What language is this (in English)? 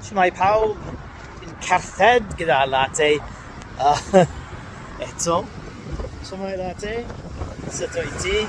Welsh